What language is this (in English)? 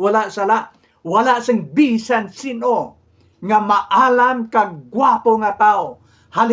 Hiligaynon